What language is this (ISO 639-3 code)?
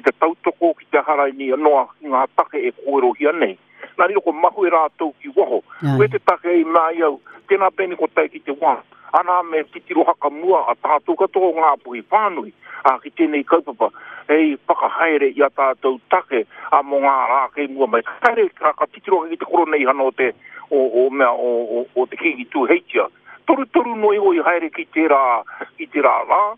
mri